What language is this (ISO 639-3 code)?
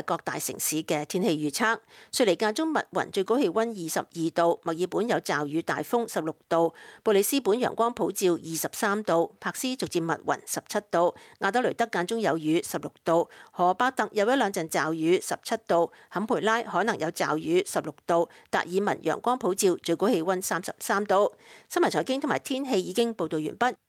yue